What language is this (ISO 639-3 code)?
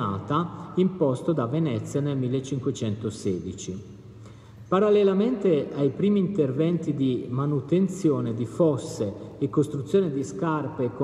ita